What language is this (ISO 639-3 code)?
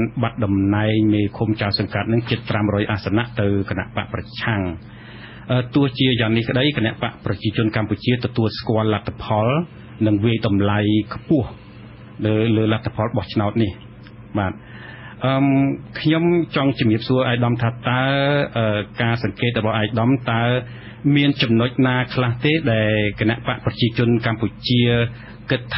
khm